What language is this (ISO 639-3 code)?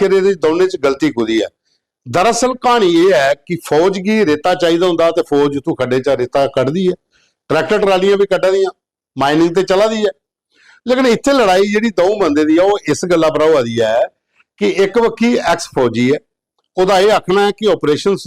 doi